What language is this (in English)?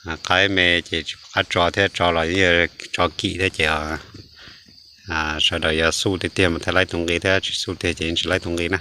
Hmong